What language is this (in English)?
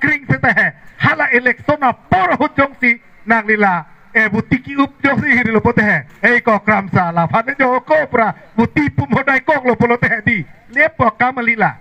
Karbi